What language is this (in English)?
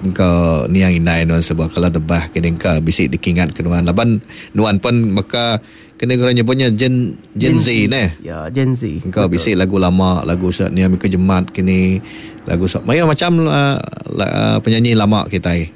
Iban